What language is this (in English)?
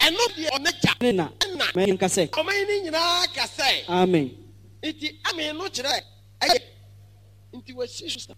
Akan